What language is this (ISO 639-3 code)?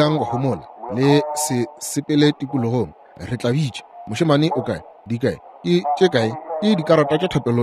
nso